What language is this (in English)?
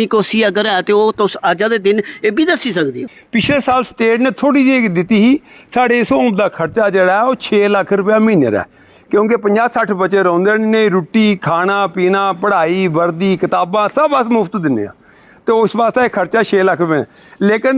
Dogri